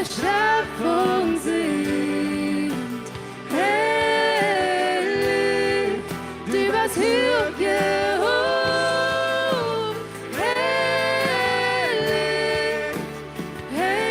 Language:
Plautdietsch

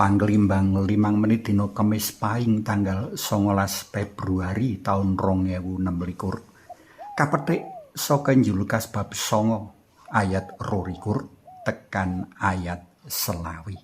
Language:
Javanese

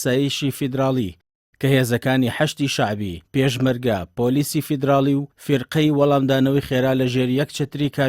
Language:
Central Kurdish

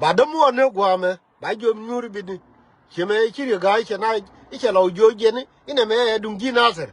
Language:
Nuer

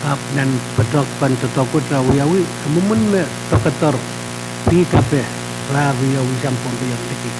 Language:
Pohnpeian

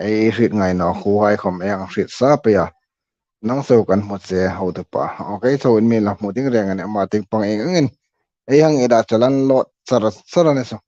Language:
Hmar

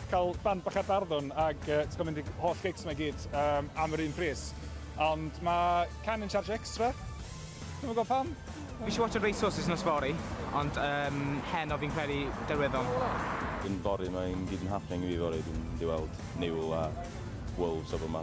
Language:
Welsh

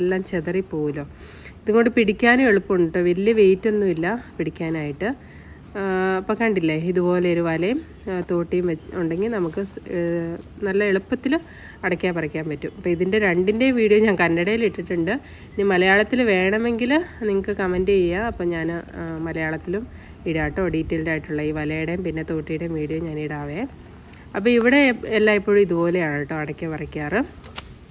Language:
Malayalam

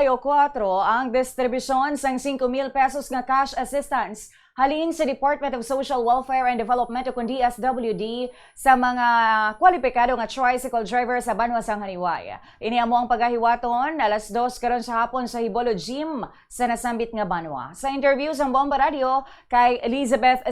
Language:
Hiligaynon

